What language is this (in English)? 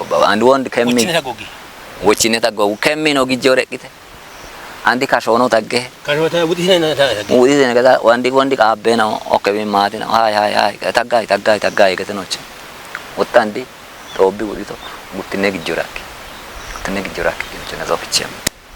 Kafa